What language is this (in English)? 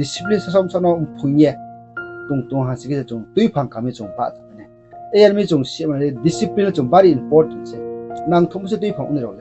Riang (India)